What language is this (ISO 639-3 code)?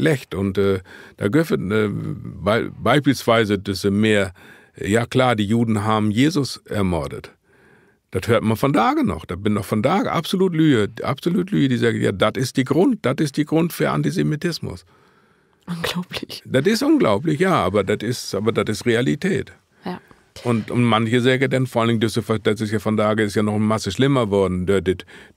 nds